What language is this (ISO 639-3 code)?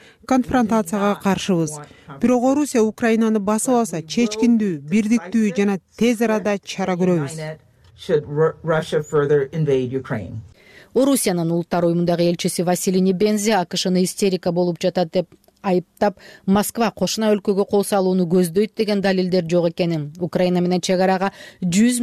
kir